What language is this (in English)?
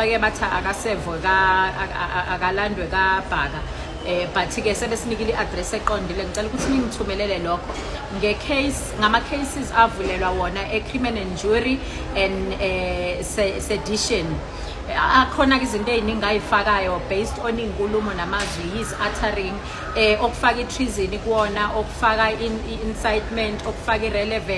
Zulu